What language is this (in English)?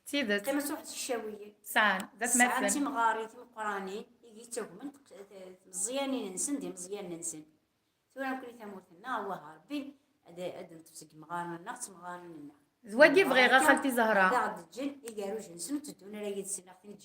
Kabyle